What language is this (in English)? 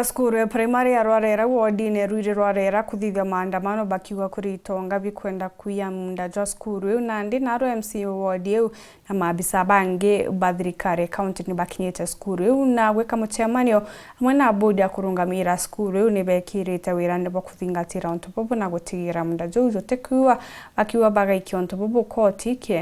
Meru